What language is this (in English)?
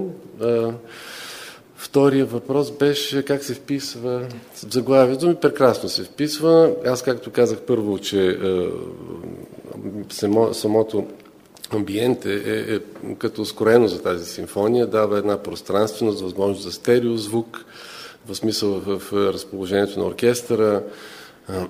Bulgarian